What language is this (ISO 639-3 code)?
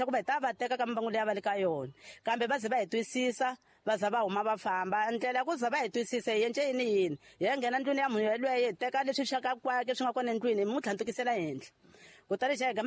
tso